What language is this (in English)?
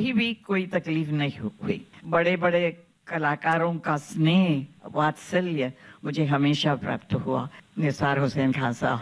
Hindi